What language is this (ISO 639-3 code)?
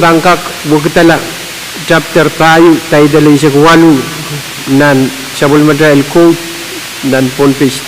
pon